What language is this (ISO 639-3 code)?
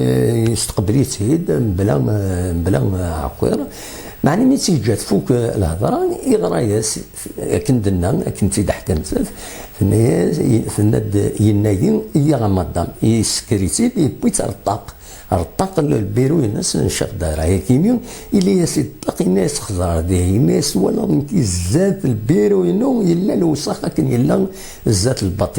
kab